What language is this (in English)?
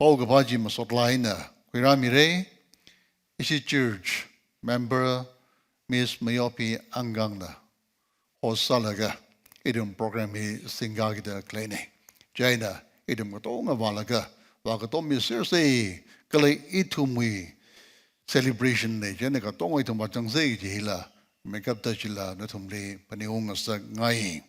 Tangkhul Naga (India)